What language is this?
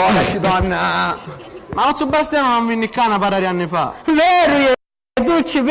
Sicilian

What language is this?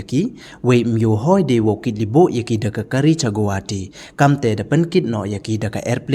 Pnar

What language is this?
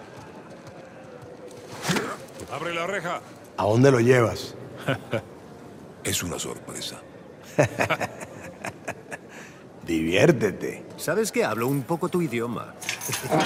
Spanish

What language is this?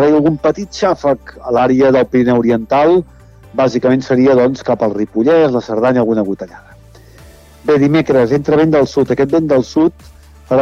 Catalan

